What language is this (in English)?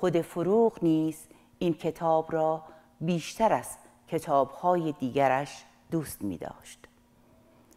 Persian